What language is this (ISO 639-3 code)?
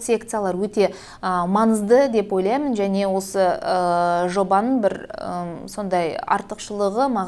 kaz